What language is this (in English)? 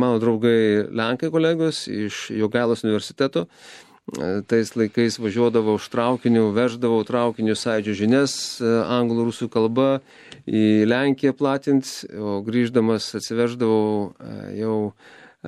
Lithuanian